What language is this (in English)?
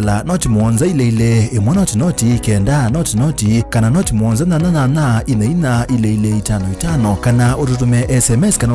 Kamba